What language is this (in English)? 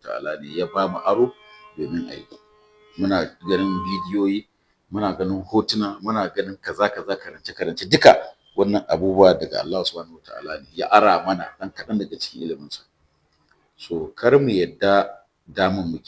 Hausa